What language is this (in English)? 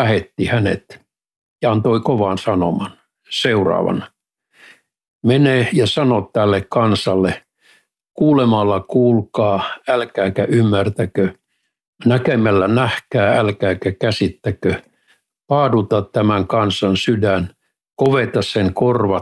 Finnish